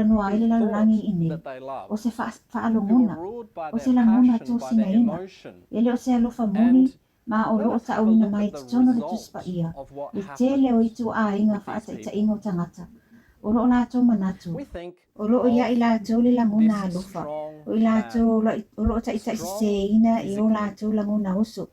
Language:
Samoan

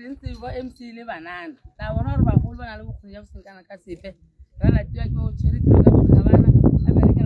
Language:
Tswana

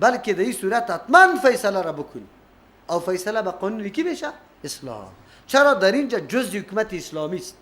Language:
Persian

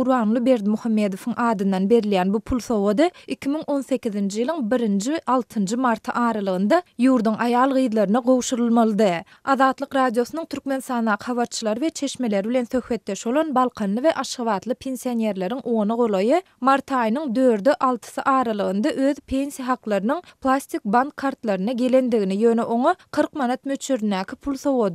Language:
Turkmen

